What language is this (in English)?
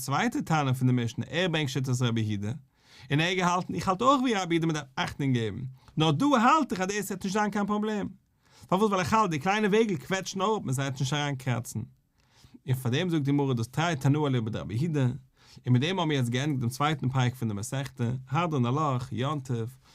Yiddish